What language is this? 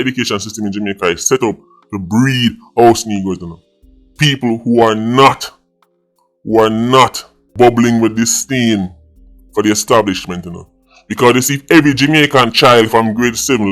Jamaican Creole English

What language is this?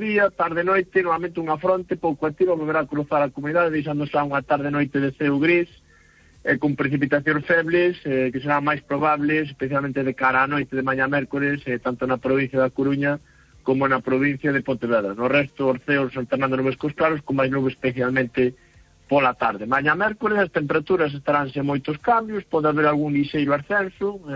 Galician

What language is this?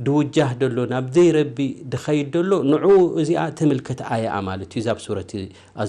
Tigrinya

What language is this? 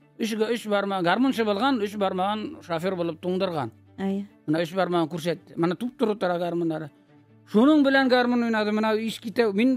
Tatar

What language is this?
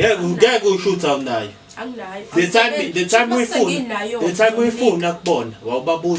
Zulu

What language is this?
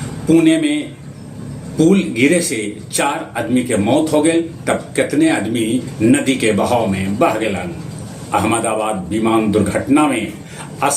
Magahi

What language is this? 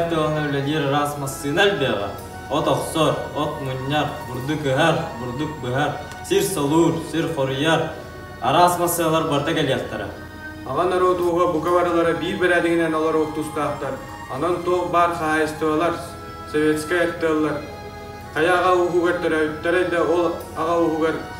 Yakut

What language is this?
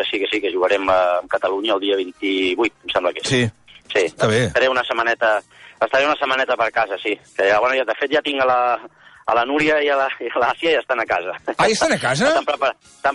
Catalan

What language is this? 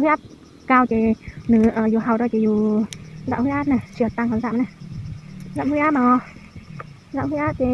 Hmong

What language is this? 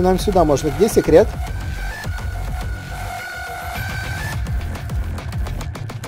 Russian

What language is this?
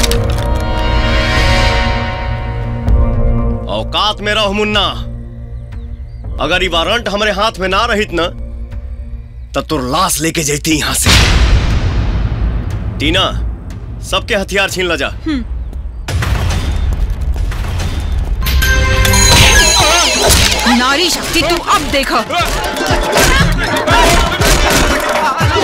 Bhojpuri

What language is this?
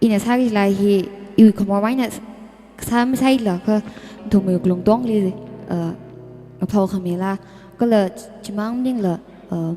Tangkhul Naga (India)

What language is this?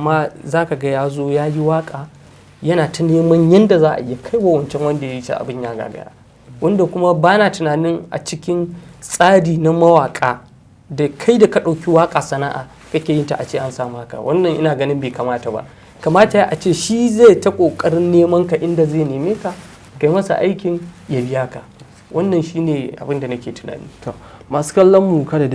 Hausa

